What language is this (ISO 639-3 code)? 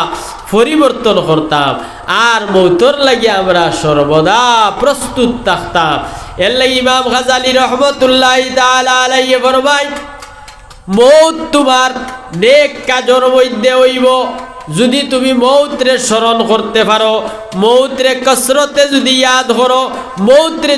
syl